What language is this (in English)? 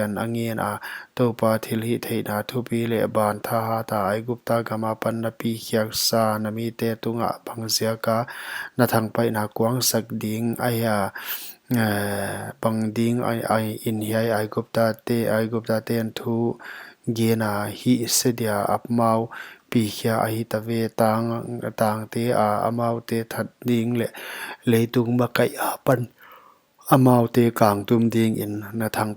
Paite Chin